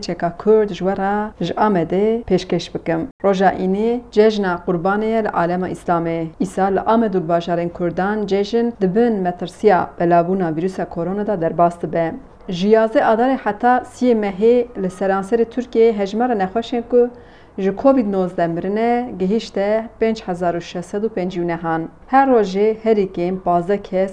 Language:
Kurdish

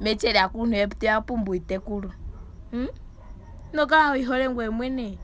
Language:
Ndonga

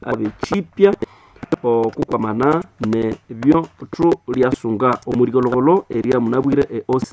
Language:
Nande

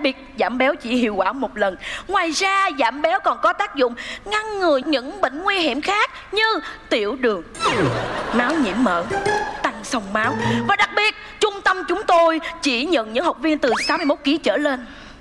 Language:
Vietnamese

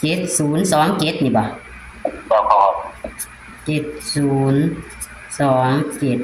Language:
Northeastern Thai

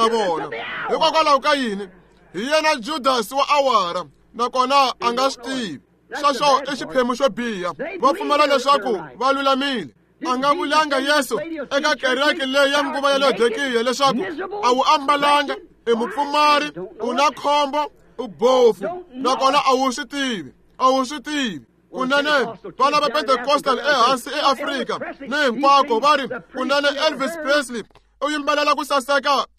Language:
Tsonga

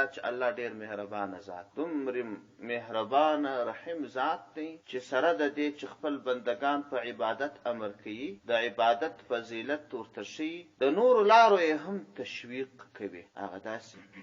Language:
Pashto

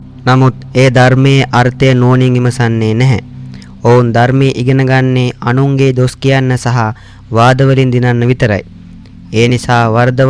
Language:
Sinhala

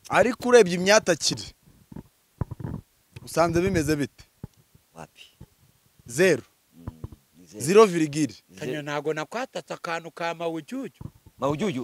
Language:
Kinyarwanda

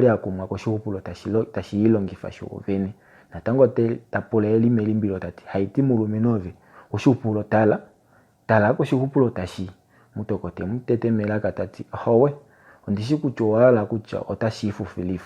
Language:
Kuanyama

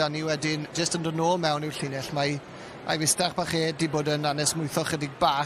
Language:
Welsh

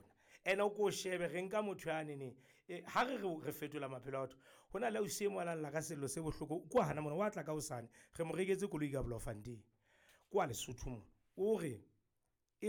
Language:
Southern Sotho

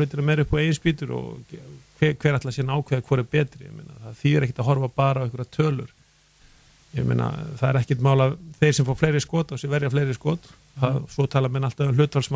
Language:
Icelandic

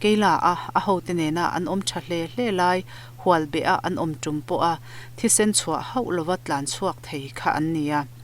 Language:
Mizo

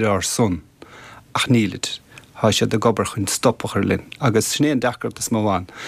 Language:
Irish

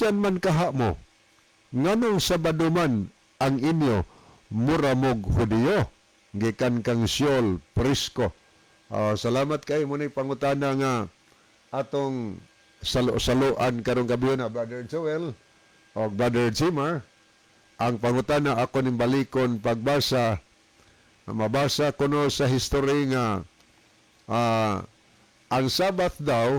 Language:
Cebuano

